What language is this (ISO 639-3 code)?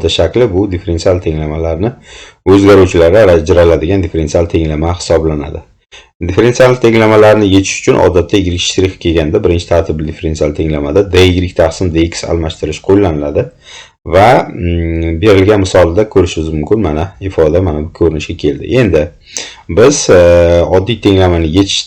uzb